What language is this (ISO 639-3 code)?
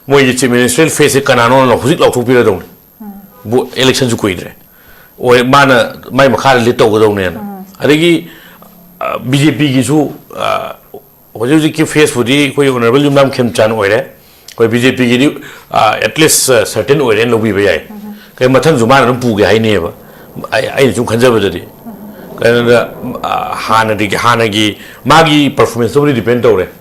mni